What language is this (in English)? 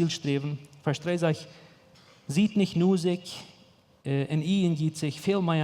Plautdietsch